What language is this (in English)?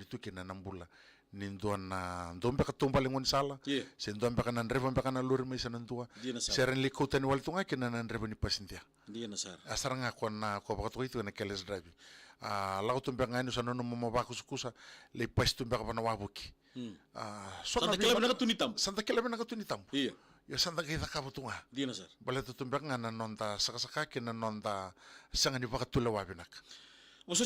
Fijian